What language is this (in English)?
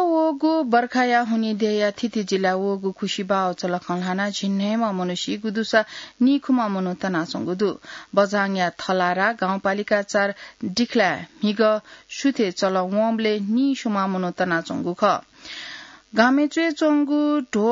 Newari